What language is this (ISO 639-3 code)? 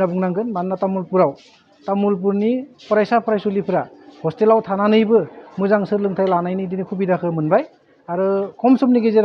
brx